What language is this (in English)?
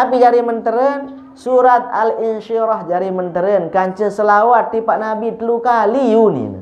Sasak